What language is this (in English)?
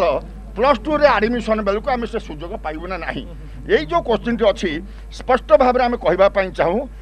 Odia